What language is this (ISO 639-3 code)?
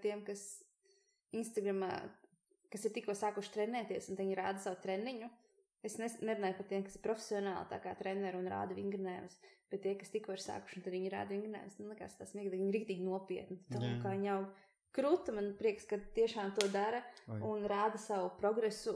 lav